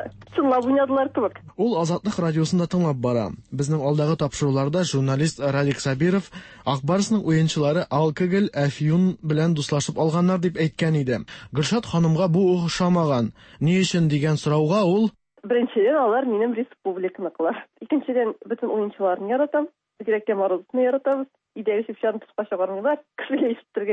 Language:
Tatar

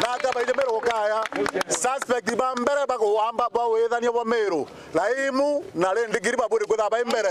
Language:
Meru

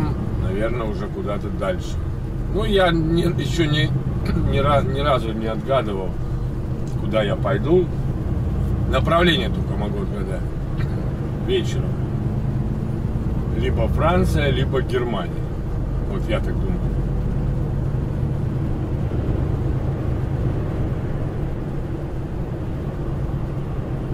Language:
Russian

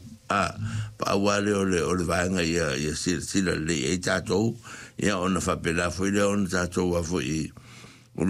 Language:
Samoan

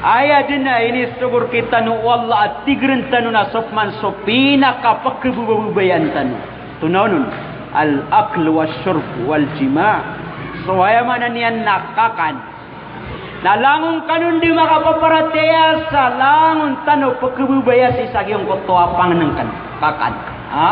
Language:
Maranao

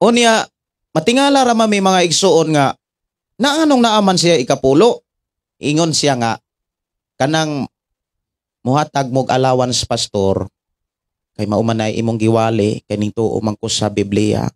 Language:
Cebuano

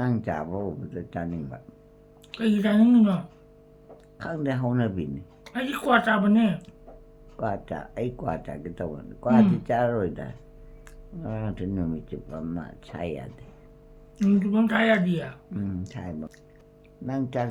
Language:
Manipuri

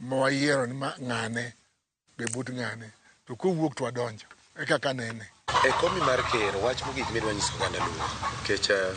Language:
Luo (Kenya and Tanzania)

